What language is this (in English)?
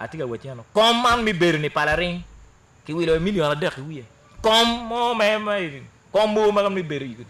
Acoli